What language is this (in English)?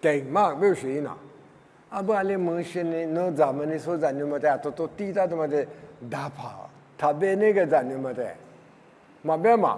Lisu